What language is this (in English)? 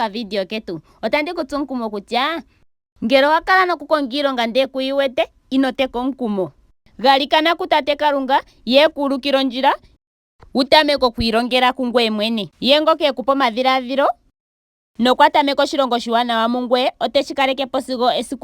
Ndonga